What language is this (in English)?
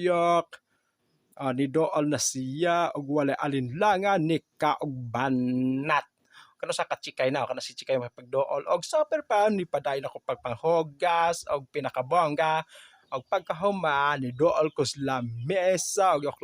Cebuano